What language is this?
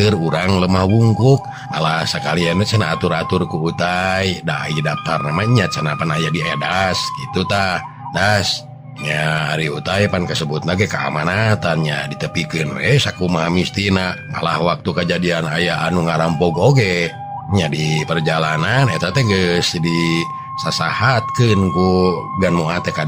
Sundanese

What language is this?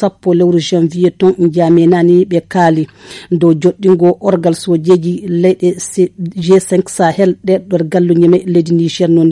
Fula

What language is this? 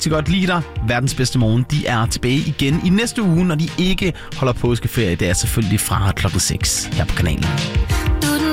Danish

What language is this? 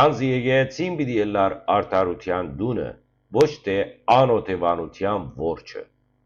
Western Armenian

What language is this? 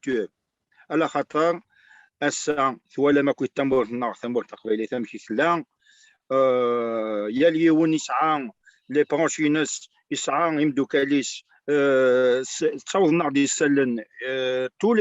Kabyle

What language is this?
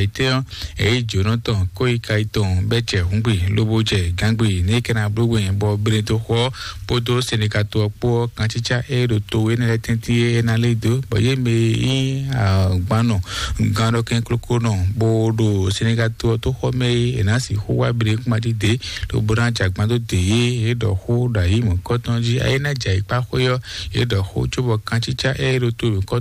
Fon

